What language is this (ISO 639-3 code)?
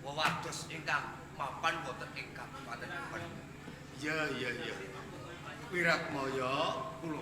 jav